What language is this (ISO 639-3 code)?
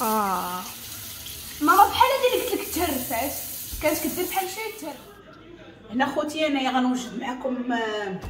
ary